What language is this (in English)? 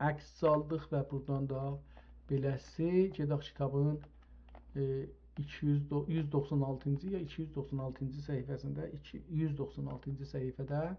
South Azerbaijani